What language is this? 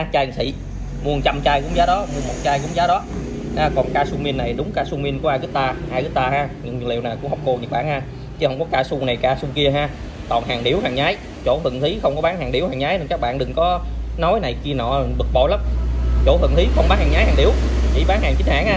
Vietnamese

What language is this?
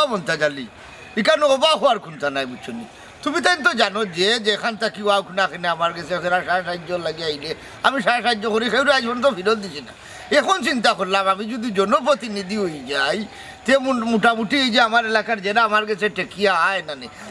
Sylheti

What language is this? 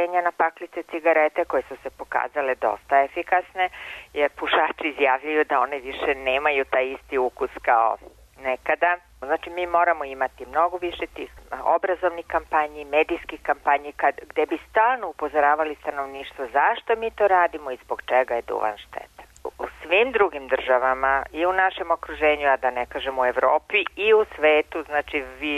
Serbian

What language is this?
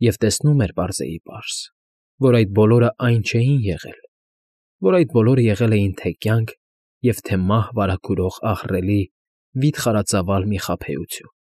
Armenian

